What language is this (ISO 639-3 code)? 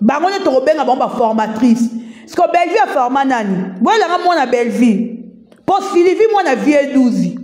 lin